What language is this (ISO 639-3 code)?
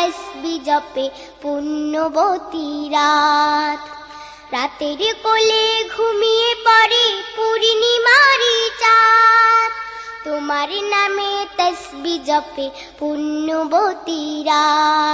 ben